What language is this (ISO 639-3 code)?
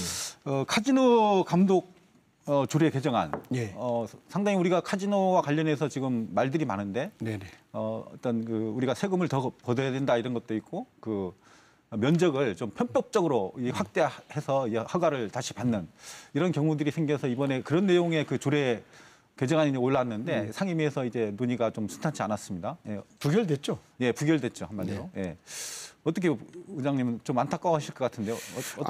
kor